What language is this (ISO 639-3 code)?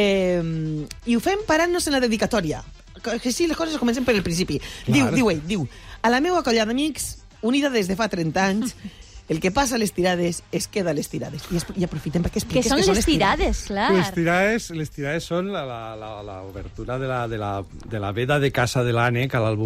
cat